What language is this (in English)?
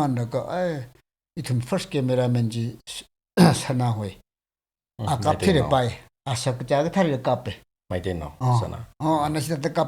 Tangkhul Naga (India)